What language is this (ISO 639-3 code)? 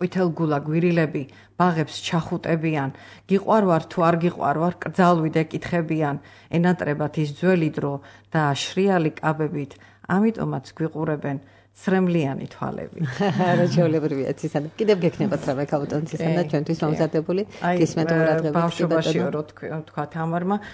kat